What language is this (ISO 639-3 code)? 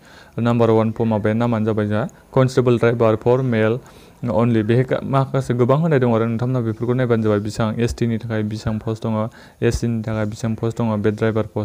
brx